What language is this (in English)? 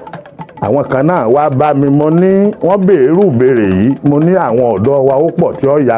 Yoruba